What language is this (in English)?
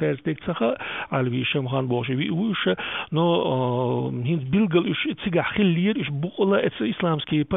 Chechen